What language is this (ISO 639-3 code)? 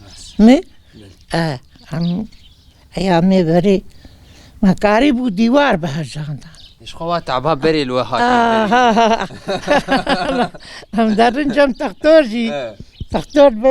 kur